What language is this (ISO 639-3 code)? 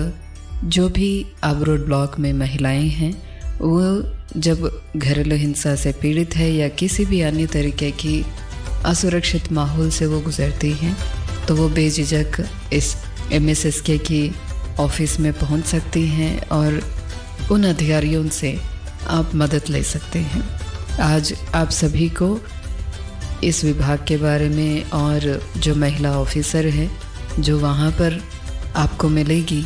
hin